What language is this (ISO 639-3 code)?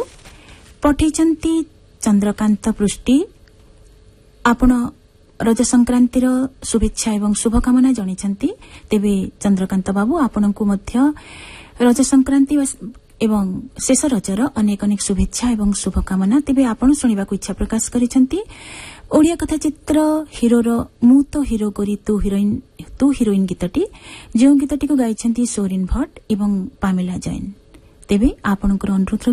ori